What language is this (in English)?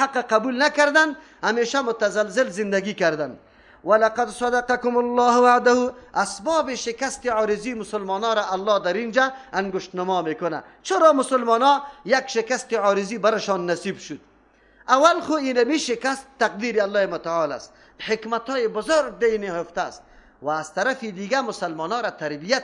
Persian